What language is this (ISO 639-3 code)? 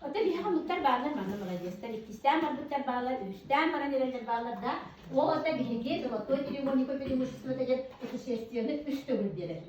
sah